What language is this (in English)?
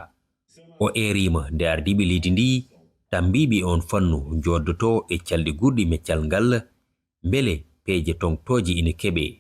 Fula